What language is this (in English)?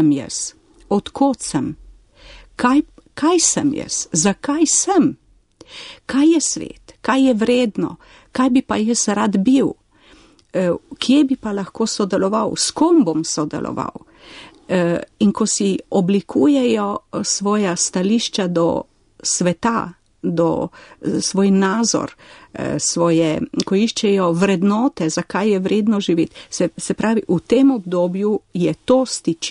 Slovenian